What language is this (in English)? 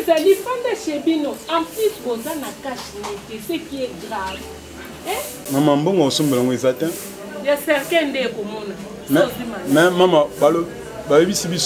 Lingala